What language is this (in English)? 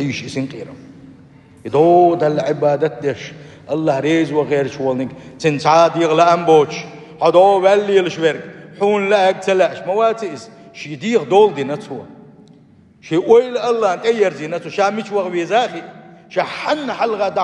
Chechen